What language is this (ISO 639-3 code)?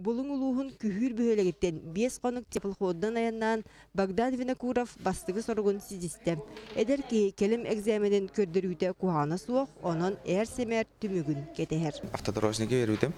sah